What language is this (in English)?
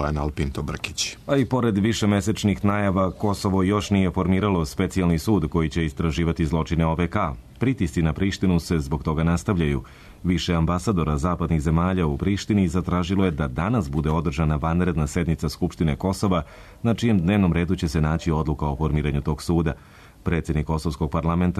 Serbian